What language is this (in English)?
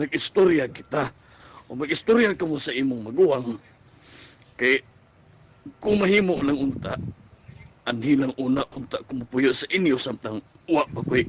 Cebuano